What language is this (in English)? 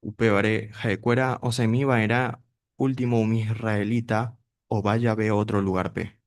Guarani